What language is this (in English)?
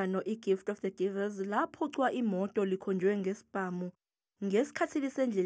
Zulu